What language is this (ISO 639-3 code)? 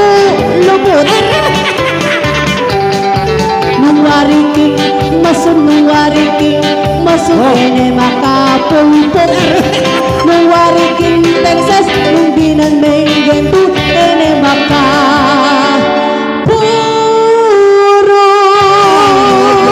pam